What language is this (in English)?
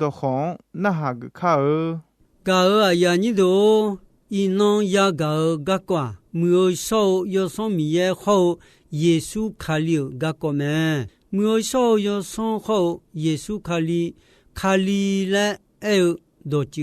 Akha